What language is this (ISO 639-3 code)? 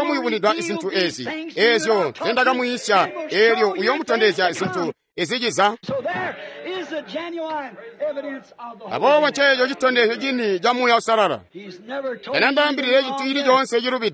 toi